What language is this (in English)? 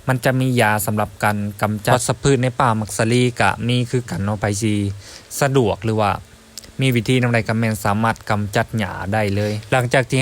Lao